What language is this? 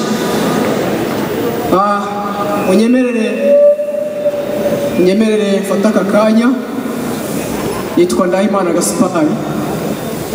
Kinyarwanda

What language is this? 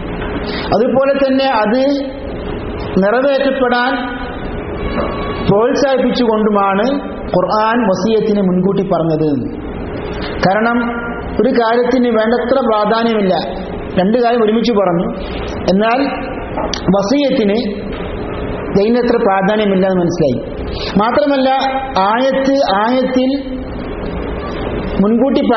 Malayalam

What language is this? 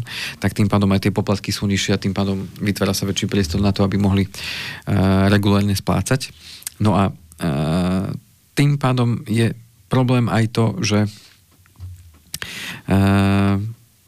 Slovak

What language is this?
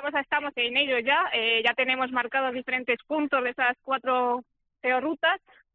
Spanish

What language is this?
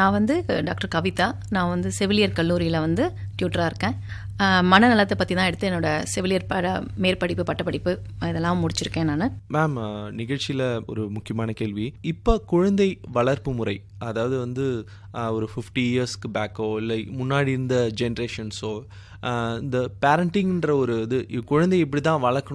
Tamil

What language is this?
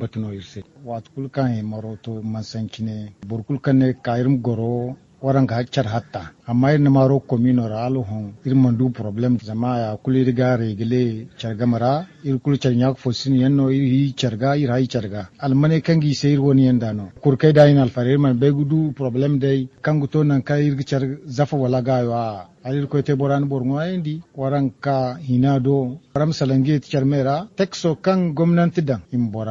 Zarma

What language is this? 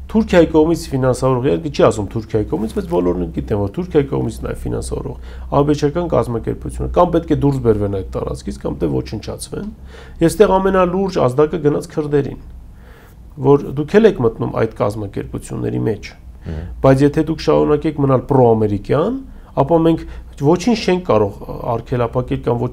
Armenian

